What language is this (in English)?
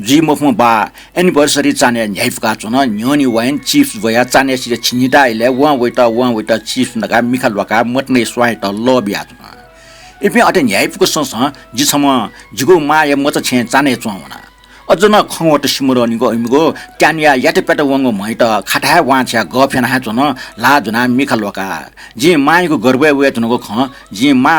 Newari